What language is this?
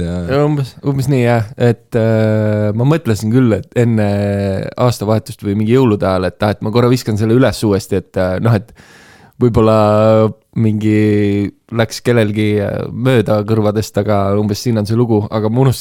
Estonian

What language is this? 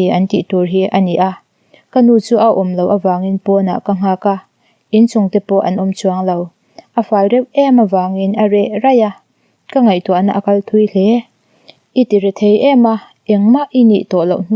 Mizo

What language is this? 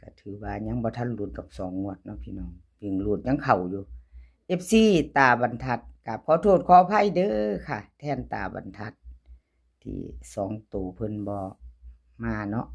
Lao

